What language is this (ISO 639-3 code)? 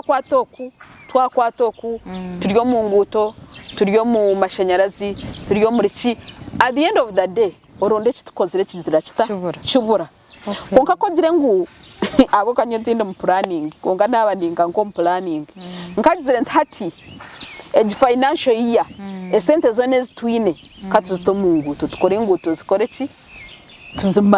nyn